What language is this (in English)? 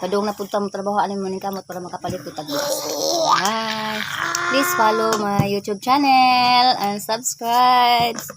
Cebuano